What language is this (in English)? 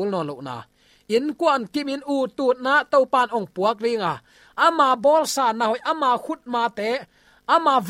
Tedim Chin